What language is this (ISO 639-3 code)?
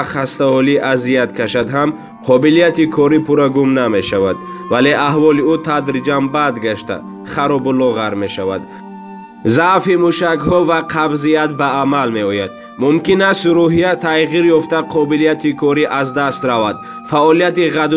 tgk